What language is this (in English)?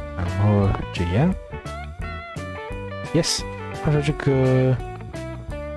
Chinese